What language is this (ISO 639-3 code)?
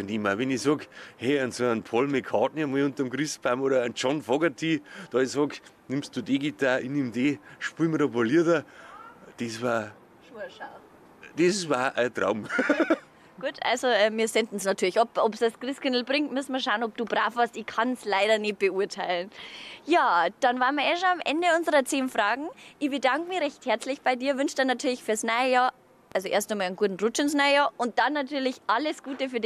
bar